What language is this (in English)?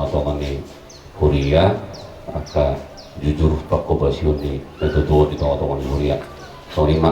Batak Toba